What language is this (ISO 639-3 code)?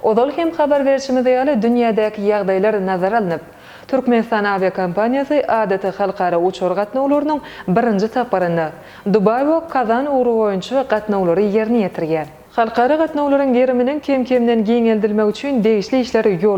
tuk